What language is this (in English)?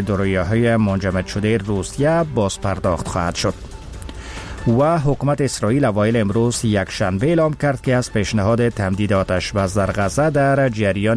Persian